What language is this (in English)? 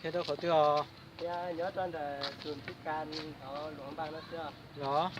Hmong